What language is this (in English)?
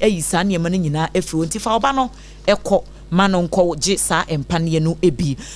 Akan